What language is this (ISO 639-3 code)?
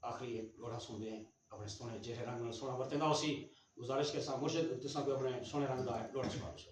skr